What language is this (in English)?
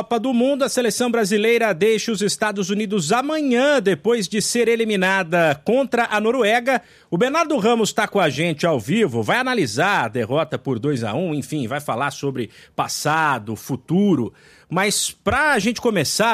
Portuguese